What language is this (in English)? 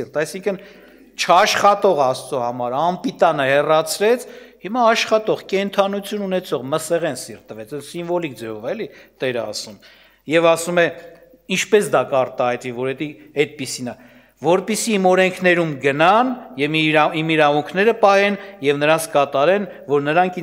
Armenian